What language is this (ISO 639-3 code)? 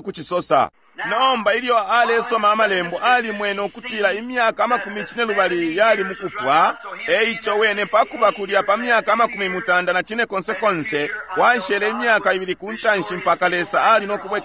bem